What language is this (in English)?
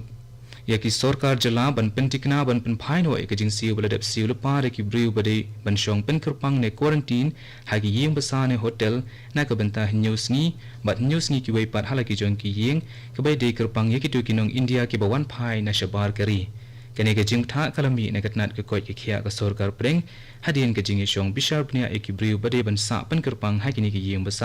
Khasi